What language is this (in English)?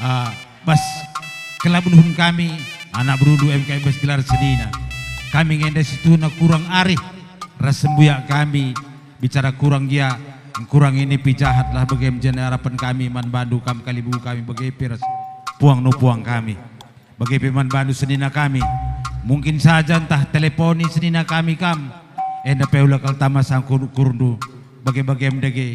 Batak Karo